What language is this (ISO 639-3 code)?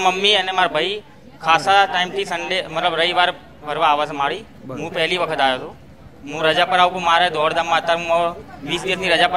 guj